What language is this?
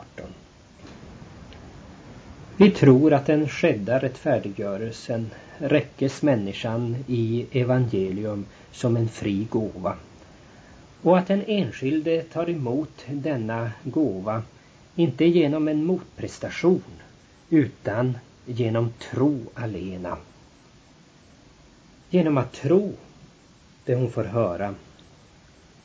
Swedish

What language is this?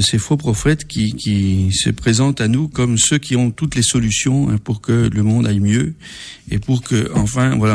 French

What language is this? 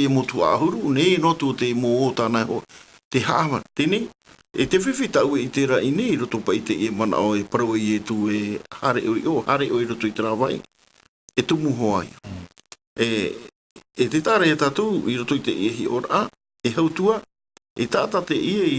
Tahitian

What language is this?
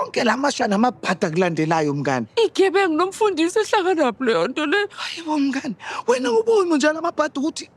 Zulu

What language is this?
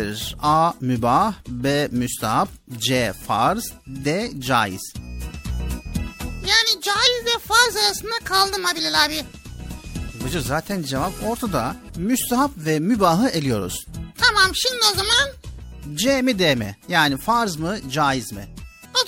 Turkish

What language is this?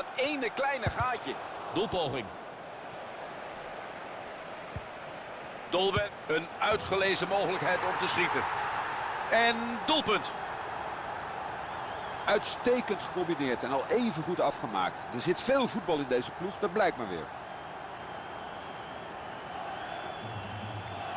Dutch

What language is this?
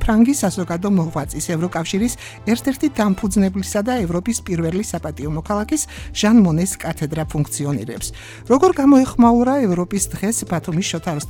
Georgian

